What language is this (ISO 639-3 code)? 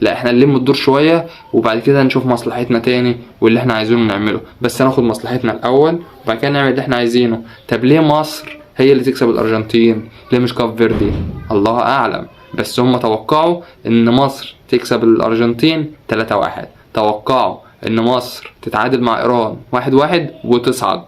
arz